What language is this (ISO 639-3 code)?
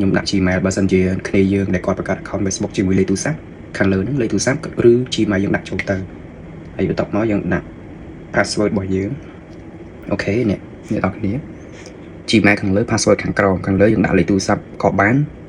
khm